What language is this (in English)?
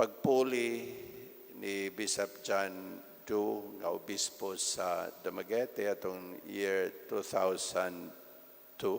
Cebuano